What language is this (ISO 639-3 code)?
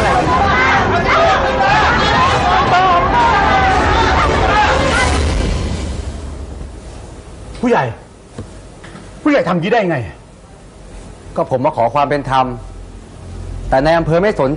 tha